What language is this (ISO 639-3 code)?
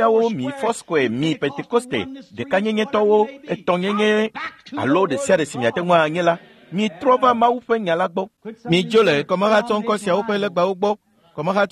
ewe